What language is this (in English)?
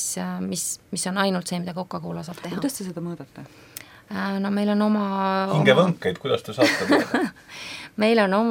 Estonian